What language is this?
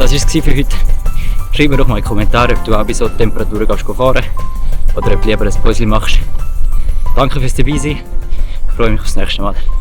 Swiss German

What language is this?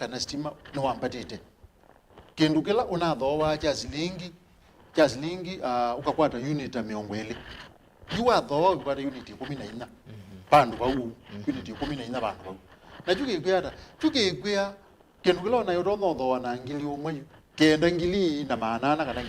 Kamba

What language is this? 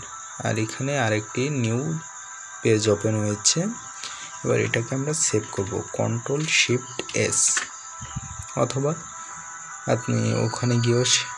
Bangla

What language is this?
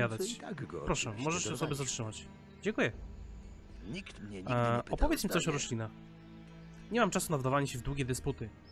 Polish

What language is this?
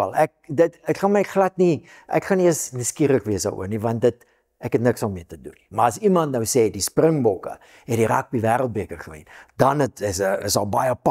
Afrikaans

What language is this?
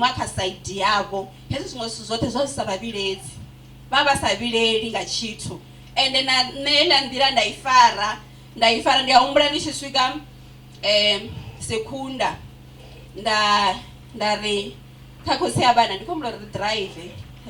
Venda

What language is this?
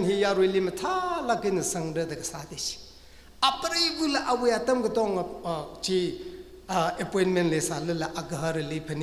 Tangkhul Naga (India)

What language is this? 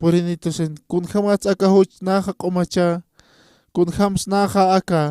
Aymara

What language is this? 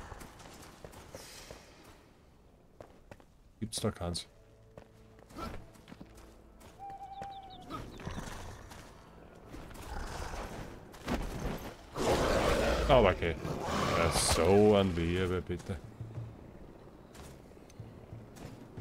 German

